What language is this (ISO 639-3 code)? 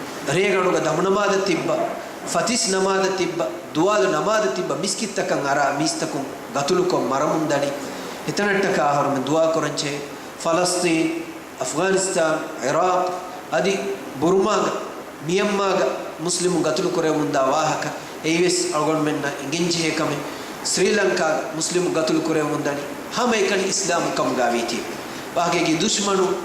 div